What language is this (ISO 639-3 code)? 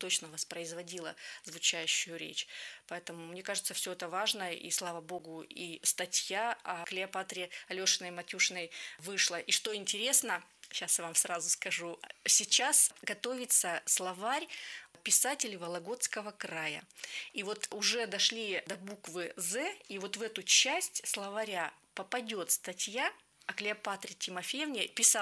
rus